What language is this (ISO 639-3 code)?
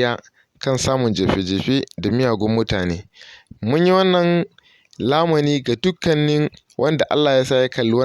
hau